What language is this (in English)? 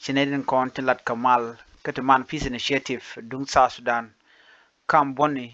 Nuer